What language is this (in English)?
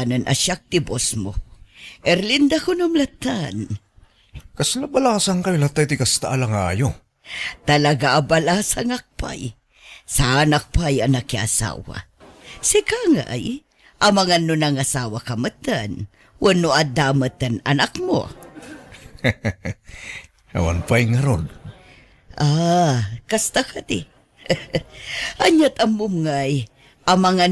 Iloko